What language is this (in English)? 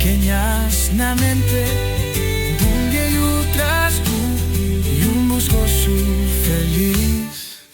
Asturian